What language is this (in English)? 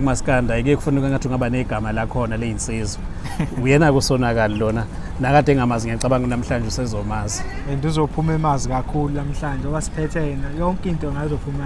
Zulu